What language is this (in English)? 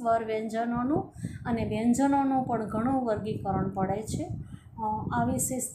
Gujarati